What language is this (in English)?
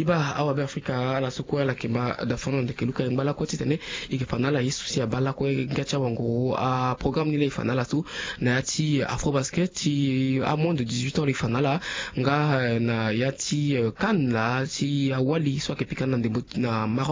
Sango